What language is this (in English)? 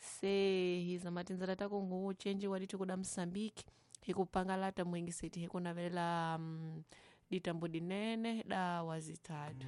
Tsonga